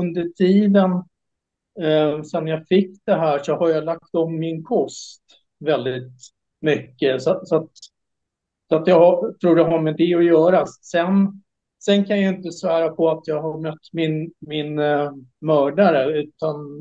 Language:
Swedish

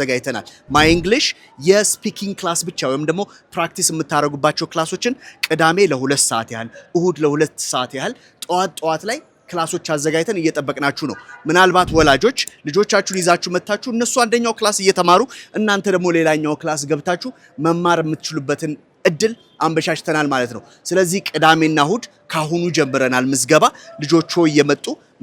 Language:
Amharic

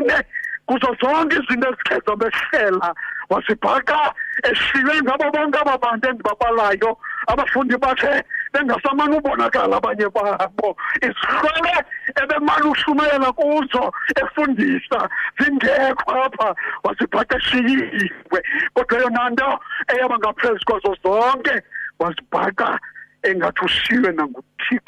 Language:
Xhosa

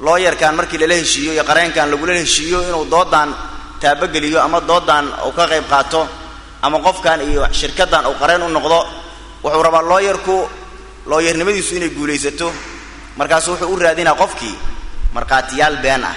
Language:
Somali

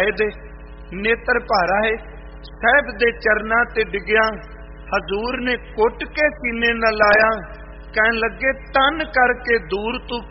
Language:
Punjabi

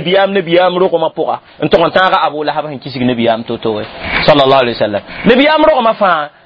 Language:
Mossi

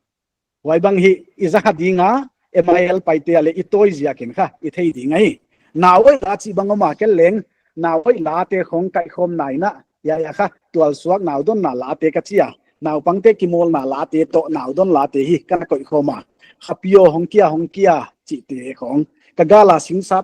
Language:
Paite Chin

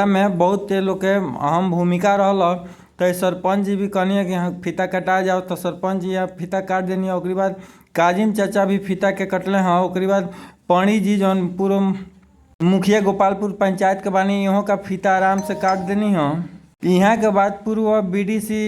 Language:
Bhojpuri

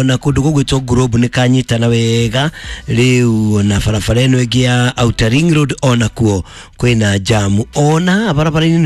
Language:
Kikuyu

